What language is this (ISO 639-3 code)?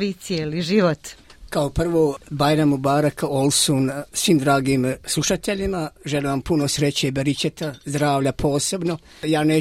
bos